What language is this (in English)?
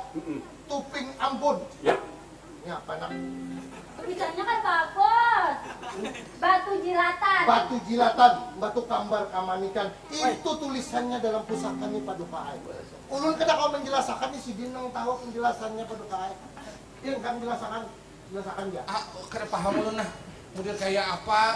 Banjar